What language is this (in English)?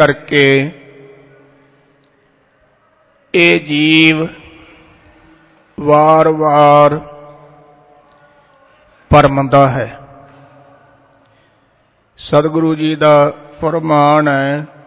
Punjabi